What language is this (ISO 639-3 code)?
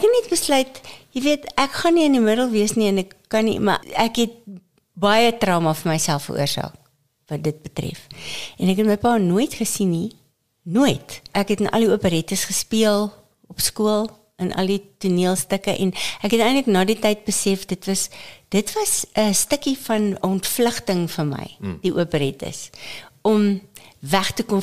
afr